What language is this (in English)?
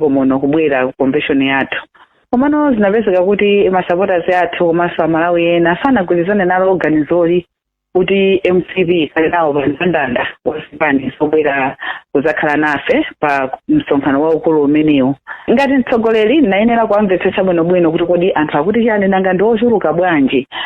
Nyanja